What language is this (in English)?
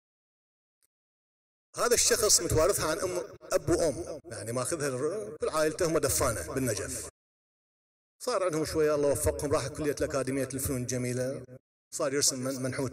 Mesopotamian Arabic